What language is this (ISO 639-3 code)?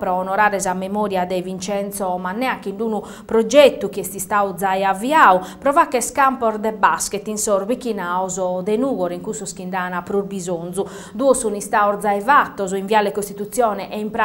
srd